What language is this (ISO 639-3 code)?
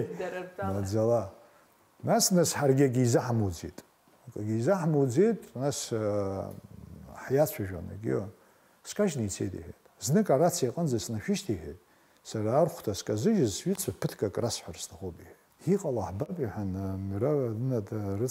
abk